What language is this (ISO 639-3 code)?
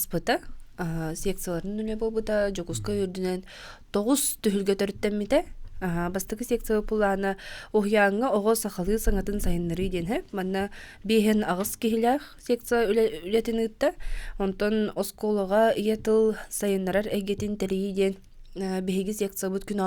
sah